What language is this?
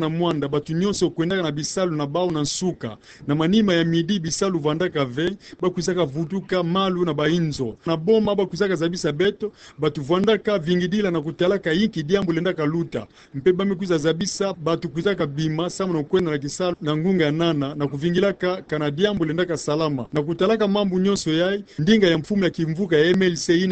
Kituba (Democratic Republic of Congo)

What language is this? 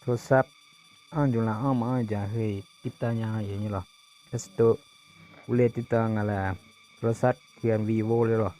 Akha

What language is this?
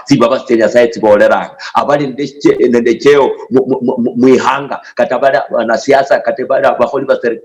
Luyia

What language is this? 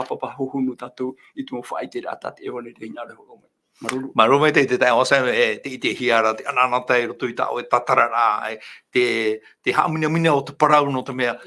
Tahitian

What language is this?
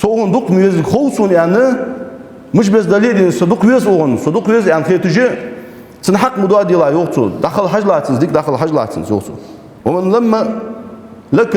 Ingush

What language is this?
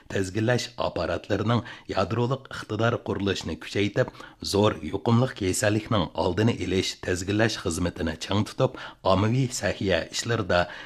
Uyghur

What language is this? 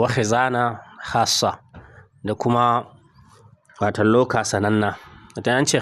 Hausa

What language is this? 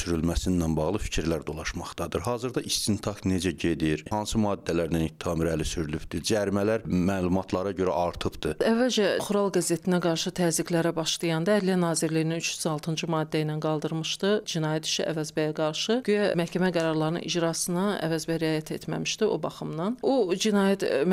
Azerbaijani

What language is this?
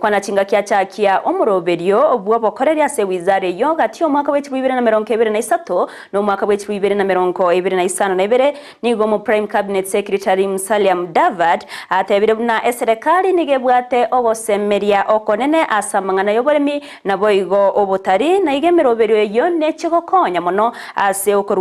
Gusii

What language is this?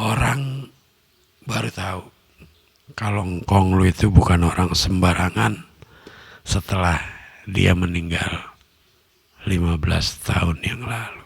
Betawi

